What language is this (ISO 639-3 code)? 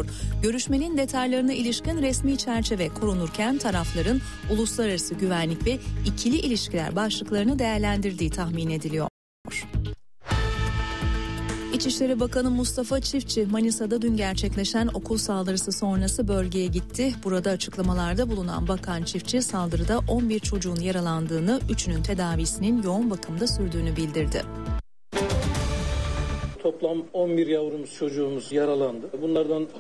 tur